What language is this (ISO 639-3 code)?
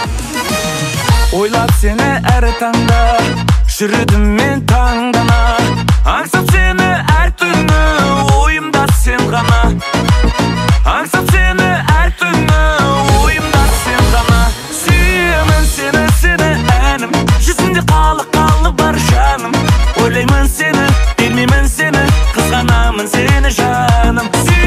kaz